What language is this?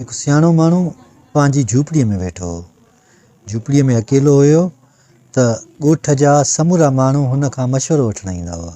Sindhi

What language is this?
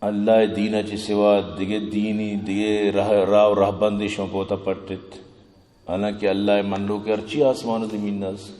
Eastern Balochi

